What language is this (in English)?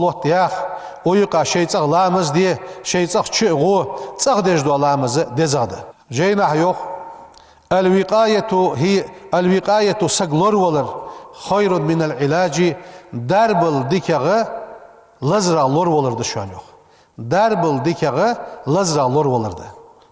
Ingush